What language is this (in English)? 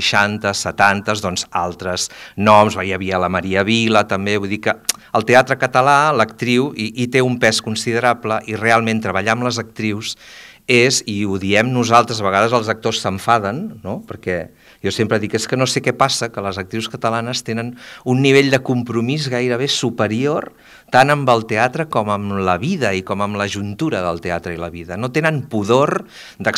Catalan